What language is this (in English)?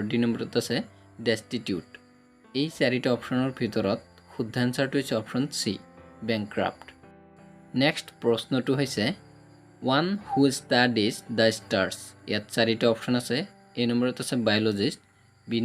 Assamese